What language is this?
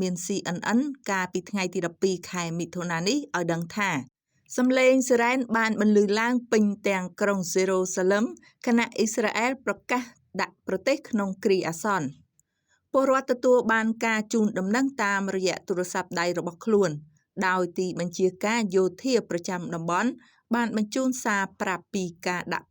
Khmer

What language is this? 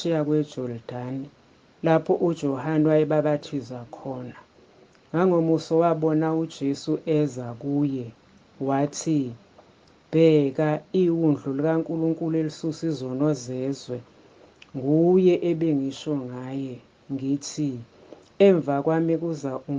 Zulu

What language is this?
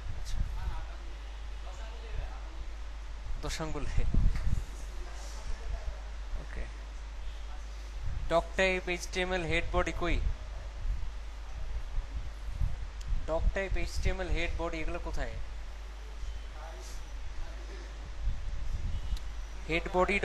Bangla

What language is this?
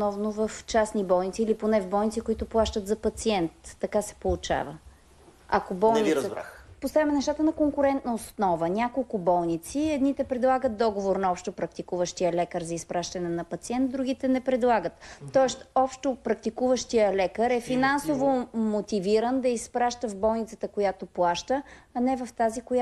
Bulgarian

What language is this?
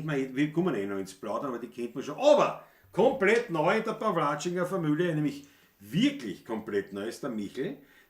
Bavarian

